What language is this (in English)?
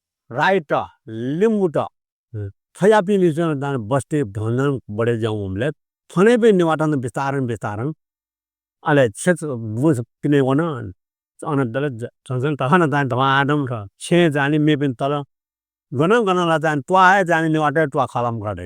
Newari